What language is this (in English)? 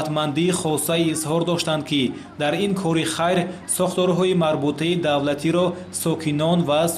Tajik